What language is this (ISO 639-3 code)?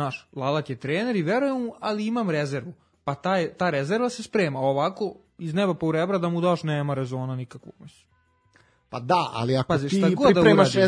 srp